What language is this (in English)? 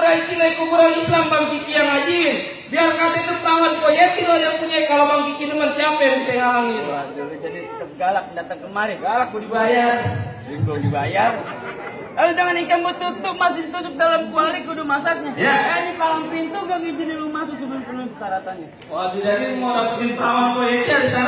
Betawi